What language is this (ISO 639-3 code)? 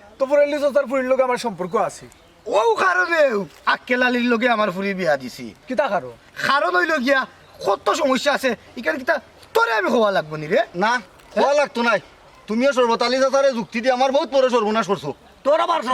syl